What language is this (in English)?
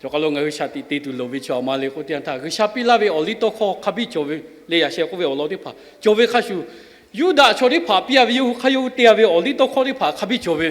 Lahu